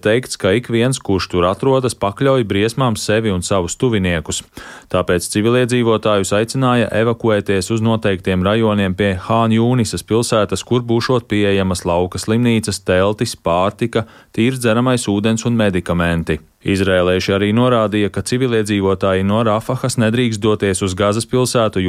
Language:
Latvian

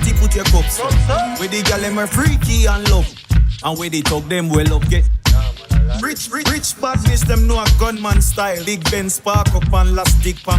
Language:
Jamaican Creole English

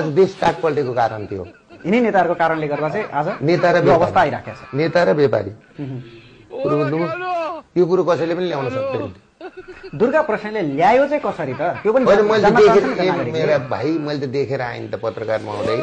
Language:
Nepali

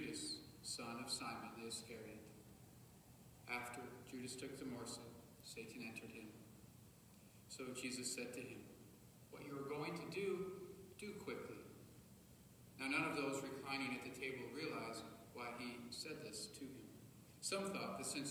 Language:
English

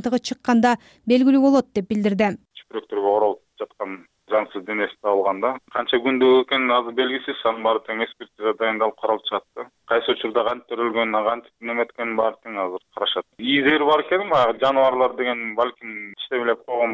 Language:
Kyrgyz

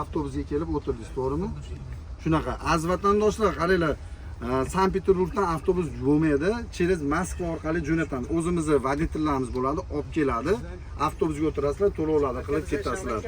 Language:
Uzbek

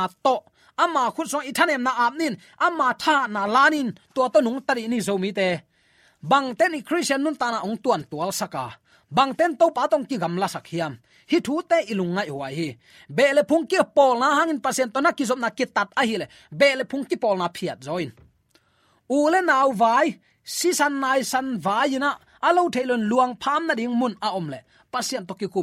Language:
Tedim Chin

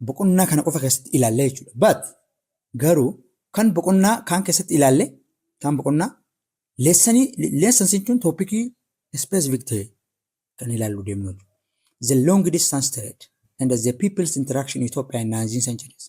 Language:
Oromo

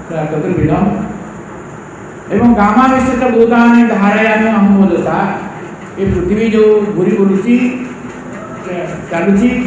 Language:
Odia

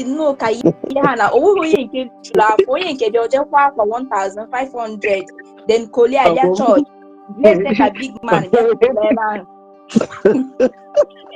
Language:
Igbo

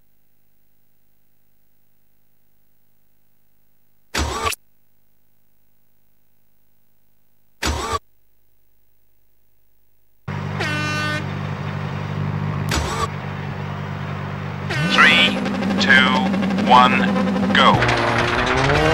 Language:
English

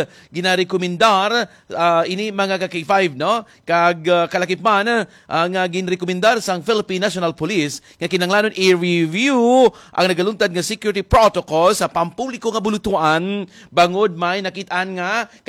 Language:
Hiligaynon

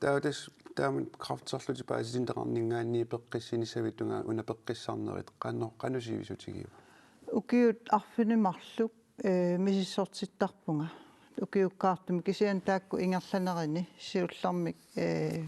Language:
Kalaallisut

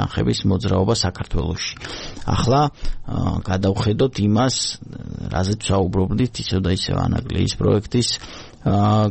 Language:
Georgian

